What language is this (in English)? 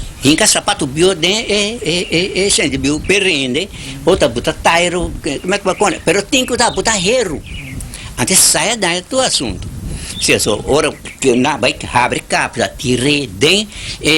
Papiamento